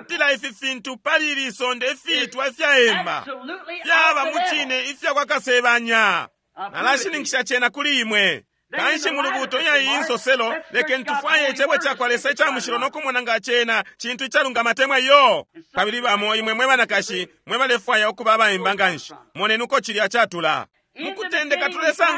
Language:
Bemba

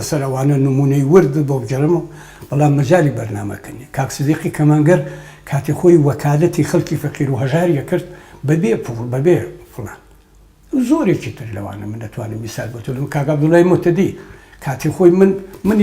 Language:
Central Kurdish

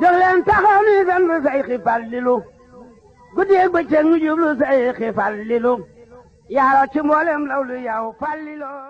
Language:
Wolof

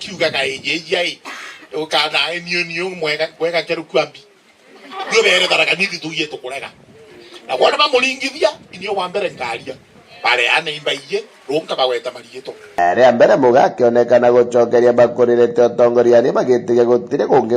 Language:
Meru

